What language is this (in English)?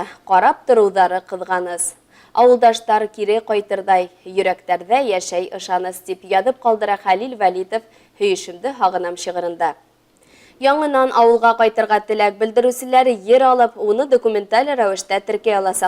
Bashkir